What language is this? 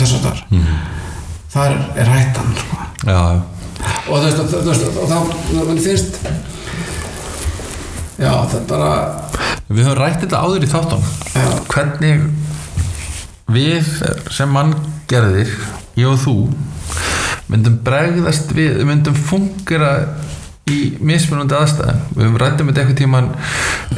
Icelandic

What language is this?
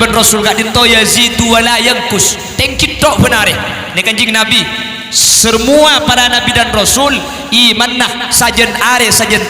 Madurese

